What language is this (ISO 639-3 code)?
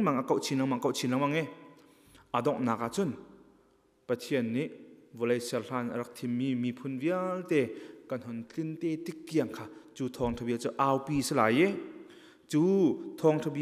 cnh